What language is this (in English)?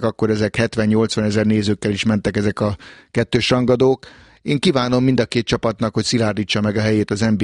Hungarian